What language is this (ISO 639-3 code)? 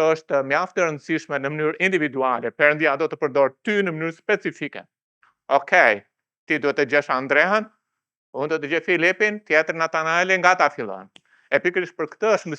sqi